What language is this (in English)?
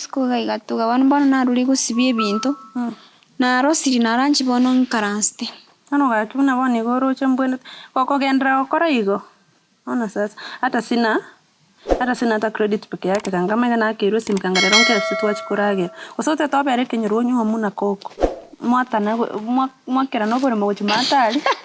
Gusii